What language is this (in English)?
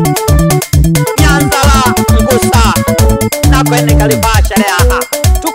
Swahili